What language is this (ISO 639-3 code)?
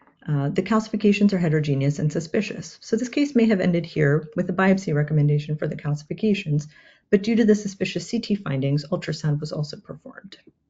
eng